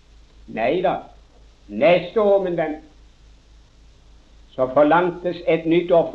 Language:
Norwegian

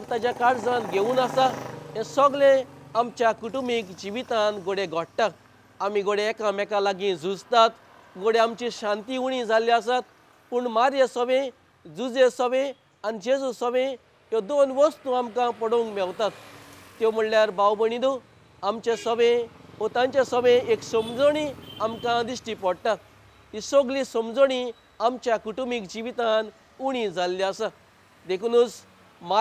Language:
Konkani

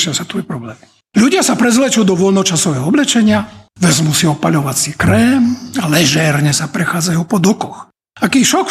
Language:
Slovak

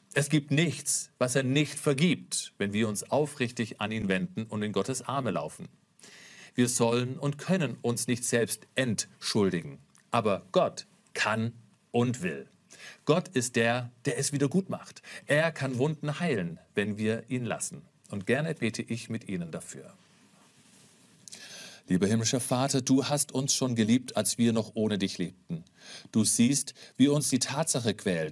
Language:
German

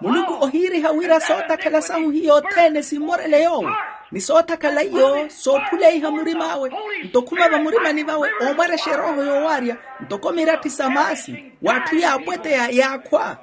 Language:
Makhuwa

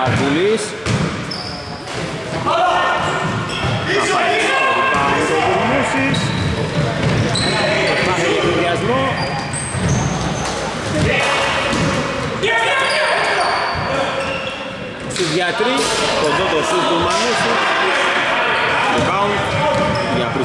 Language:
Greek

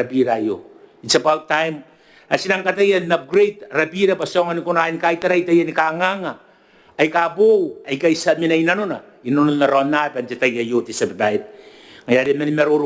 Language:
Gilbertese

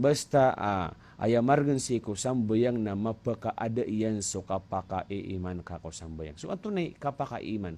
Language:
Maranao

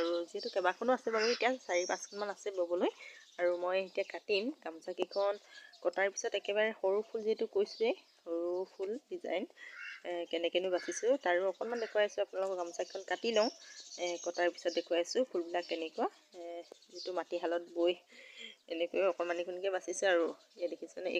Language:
Assamese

